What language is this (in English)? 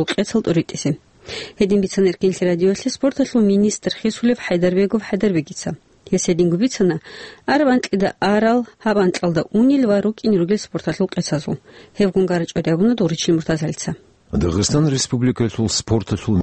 Avaric